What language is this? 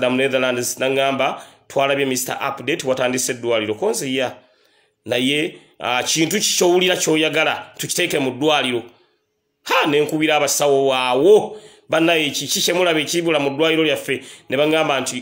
Ganda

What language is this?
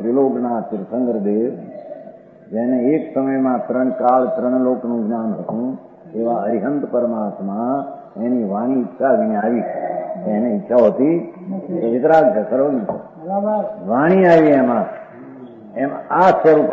Gujarati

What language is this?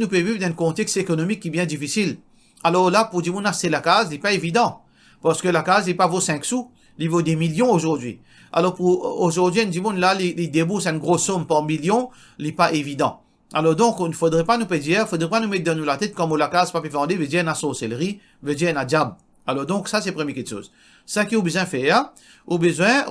Morisyen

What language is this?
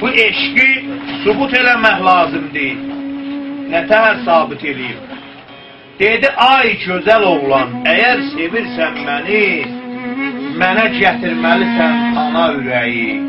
South Azerbaijani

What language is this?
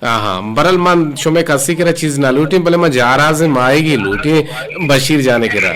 Eastern Balochi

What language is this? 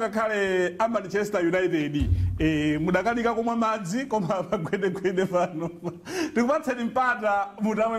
Nyanja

